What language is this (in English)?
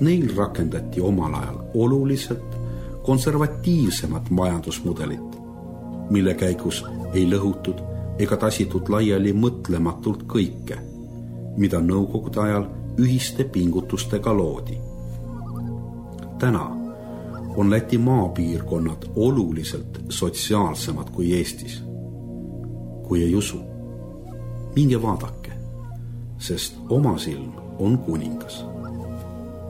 Estonian